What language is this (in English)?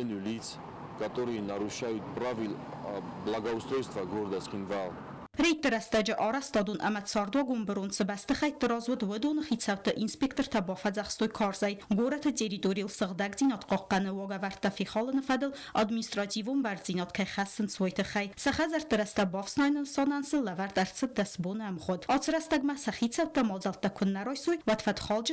Ossetic